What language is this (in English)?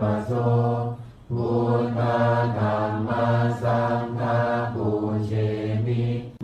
Pali